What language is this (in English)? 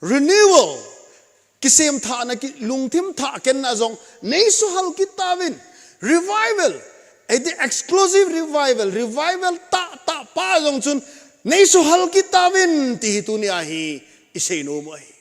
Thado Chin